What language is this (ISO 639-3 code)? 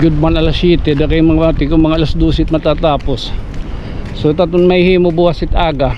war